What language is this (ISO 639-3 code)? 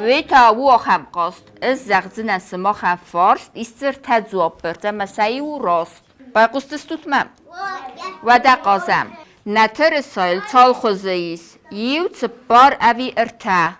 oss